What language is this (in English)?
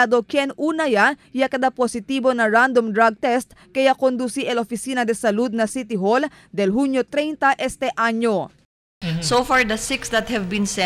Chavacano